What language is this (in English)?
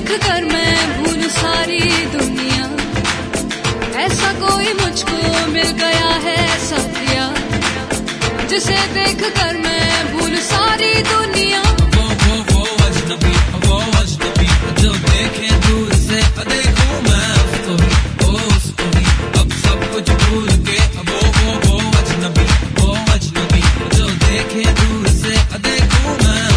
Hindi